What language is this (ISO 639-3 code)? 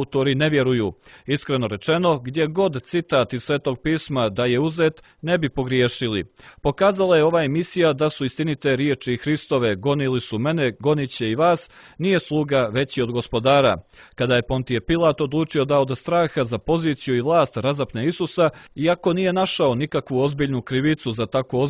bos